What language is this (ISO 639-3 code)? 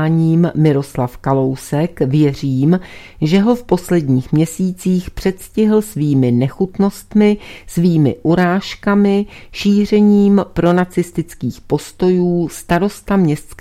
ces